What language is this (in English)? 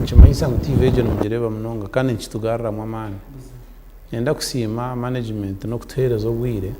Nyankole